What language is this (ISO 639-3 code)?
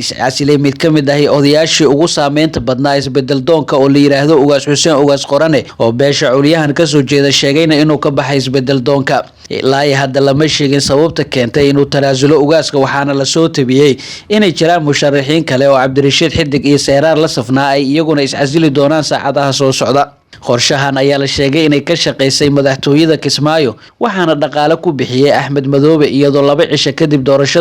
som